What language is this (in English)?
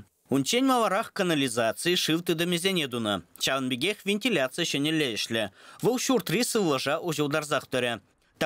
Chuvash